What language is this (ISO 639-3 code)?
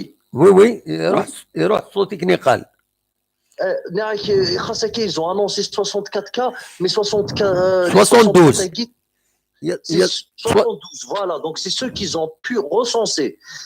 kab